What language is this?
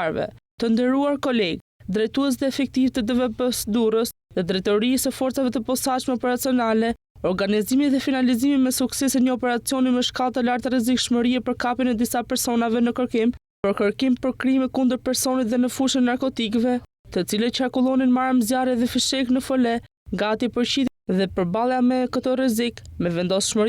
Albanian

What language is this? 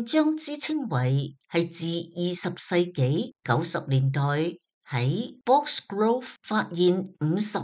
Cantonese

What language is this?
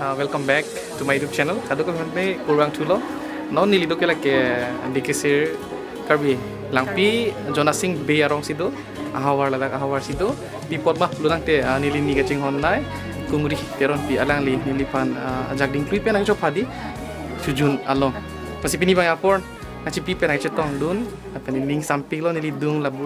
Karbi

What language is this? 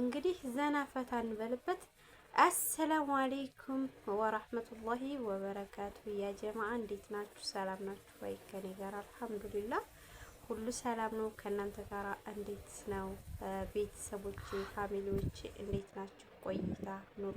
Amharic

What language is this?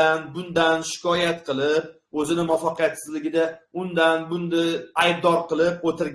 Uzbek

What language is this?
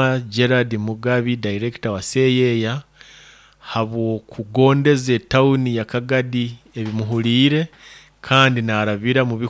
Nyoro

